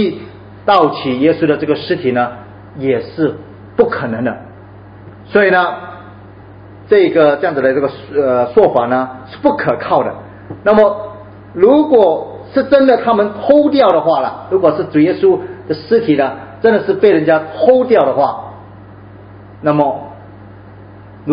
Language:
Chinese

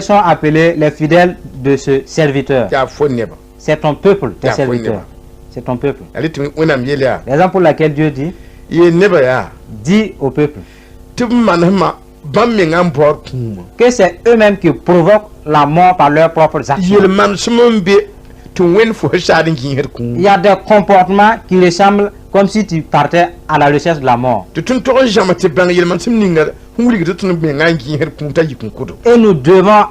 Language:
Mossi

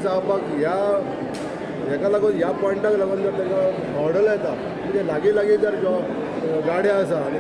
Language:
Konkani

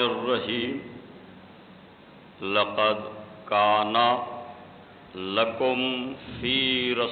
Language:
Urdu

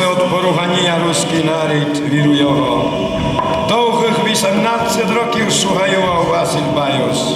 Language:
Rusyn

